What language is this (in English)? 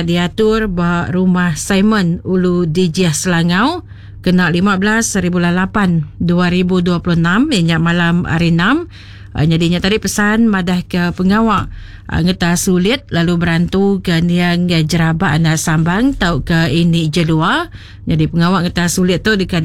Iban